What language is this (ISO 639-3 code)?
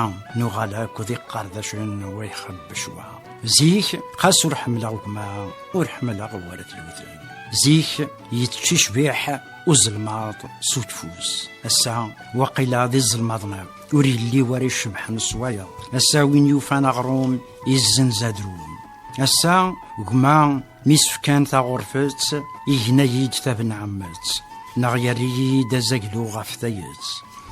kab